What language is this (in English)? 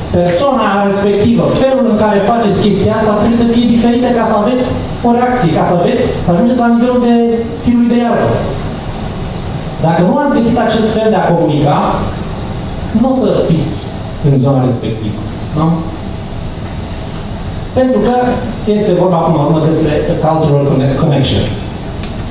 Romanian